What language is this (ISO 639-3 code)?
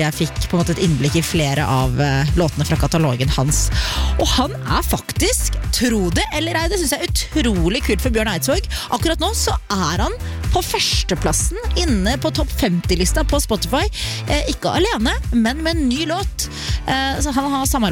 nor